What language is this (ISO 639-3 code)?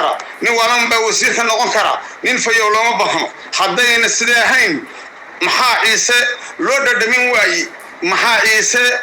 som